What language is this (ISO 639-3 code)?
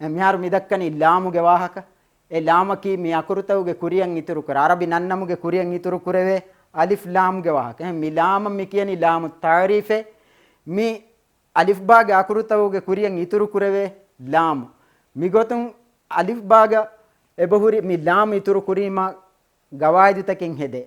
div